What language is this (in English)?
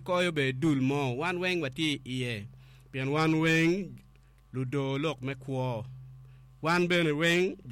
Acoli